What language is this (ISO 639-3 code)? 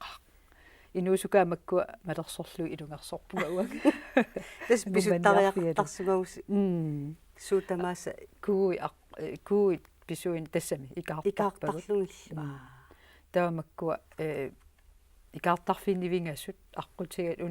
kal